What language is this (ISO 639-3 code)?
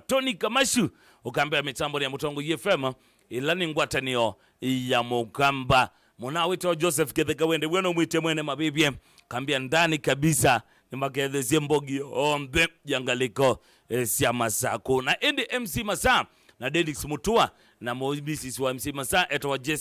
kam